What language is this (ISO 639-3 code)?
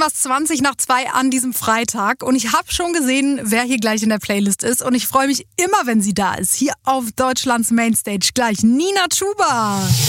deu